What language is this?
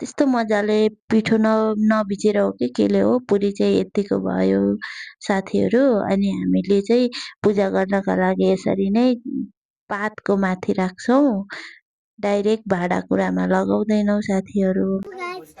Nepali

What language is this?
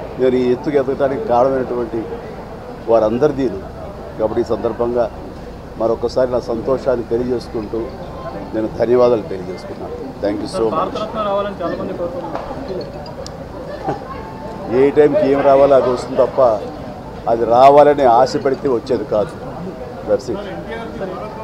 Telugu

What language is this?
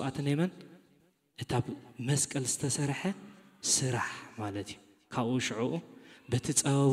Tigrinya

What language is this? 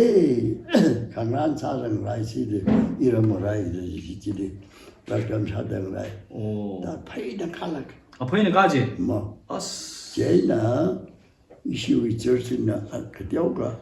Tangkhul Naga (India)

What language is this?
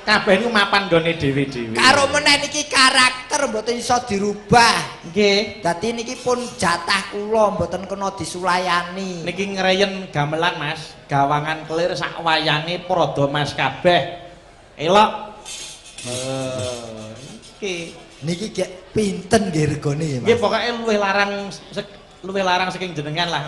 Javanese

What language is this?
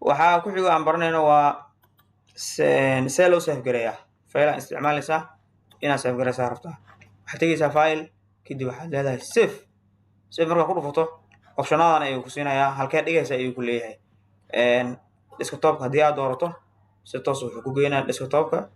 Somali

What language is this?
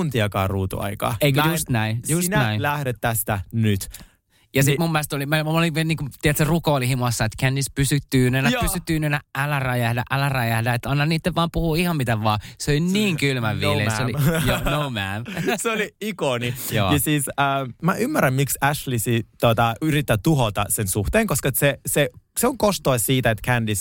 Finnish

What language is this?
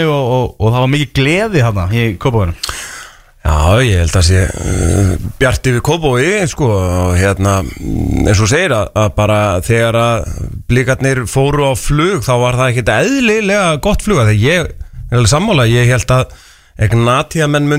Icelandic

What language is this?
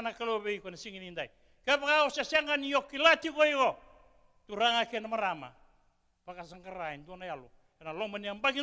Fijian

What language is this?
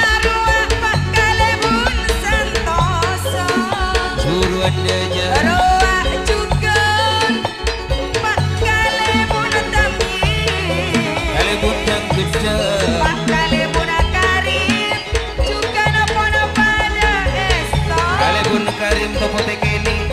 Madurese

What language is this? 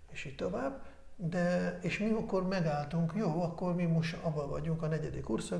Hungarian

